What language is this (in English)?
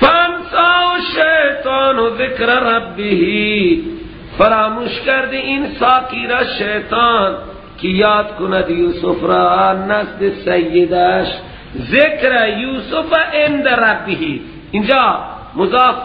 Persian